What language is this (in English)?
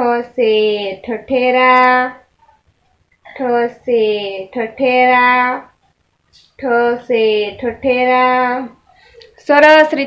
Gujarati